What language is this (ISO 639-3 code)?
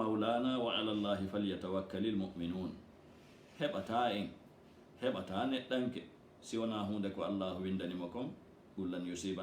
ful